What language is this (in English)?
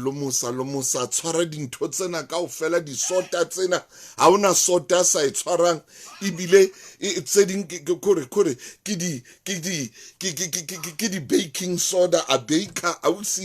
Southern Sotho